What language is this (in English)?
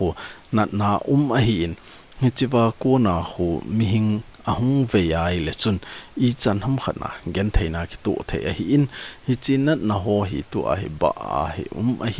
Thado Chin